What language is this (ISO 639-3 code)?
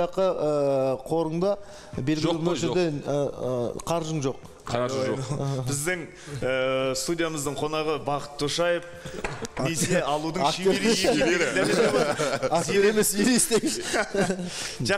kaz